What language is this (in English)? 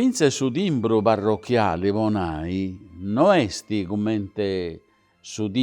Sardinian